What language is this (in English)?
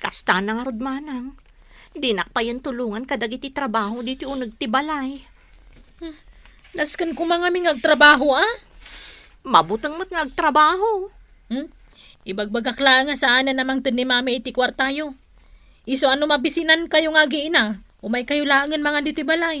Iloko